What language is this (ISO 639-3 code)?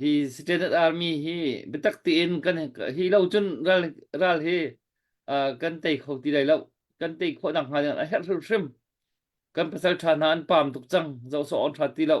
cnh